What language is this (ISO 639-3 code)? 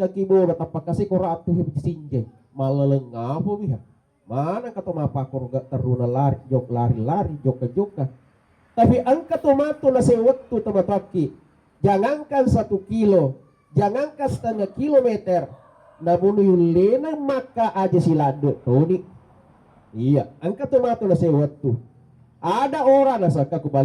bug